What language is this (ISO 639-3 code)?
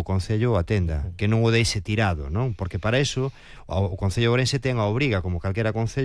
glg